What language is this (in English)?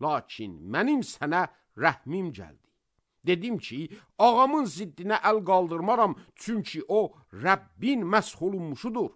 Azerbaijani